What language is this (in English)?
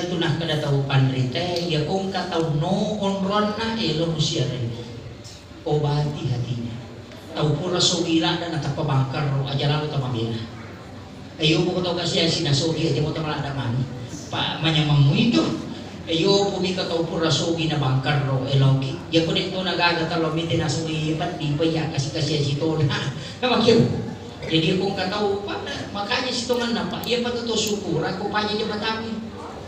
Buginese